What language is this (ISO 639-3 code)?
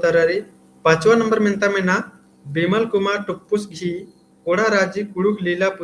kru